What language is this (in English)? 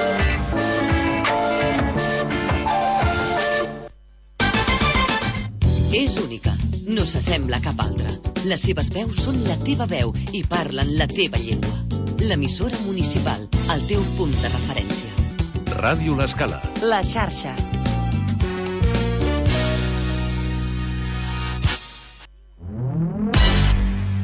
Catalan